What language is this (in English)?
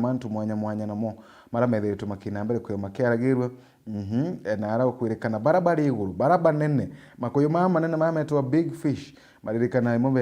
Meru